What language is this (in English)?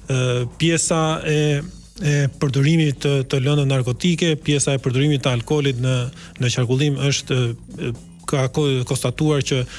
Albanian